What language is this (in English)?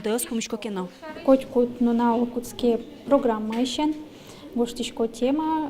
Udmurt